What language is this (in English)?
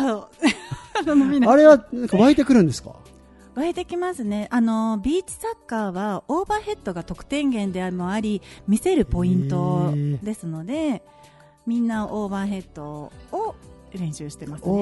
Japanese